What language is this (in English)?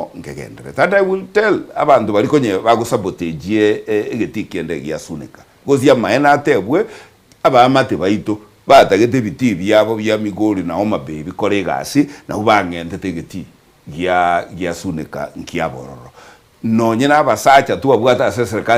Gusii